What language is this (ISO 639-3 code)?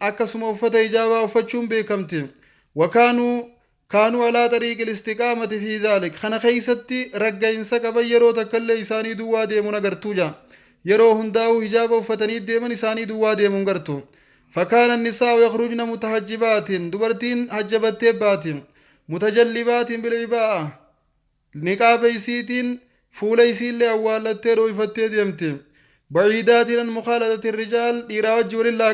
orm